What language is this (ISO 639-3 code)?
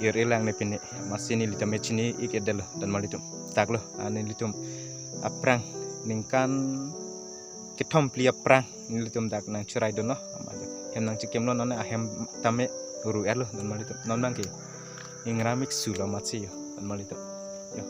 mjw